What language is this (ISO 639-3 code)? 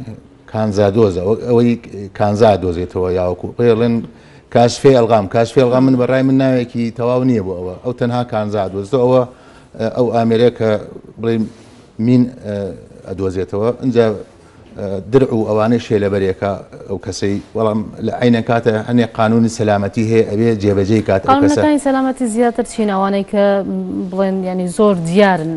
ckb